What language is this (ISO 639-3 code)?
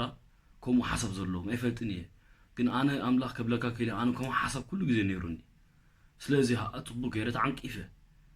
tir